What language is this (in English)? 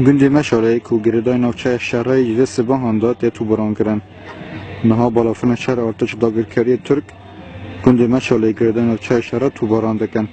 Kurdish